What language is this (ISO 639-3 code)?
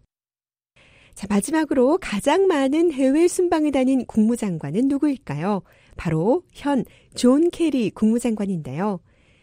kor